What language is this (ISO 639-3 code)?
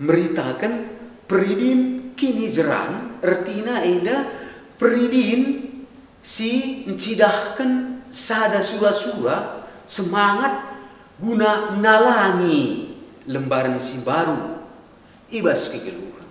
btx